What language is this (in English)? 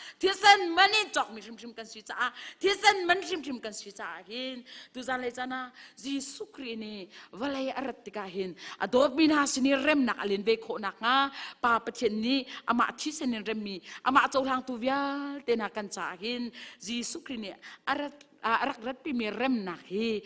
Hakha Chin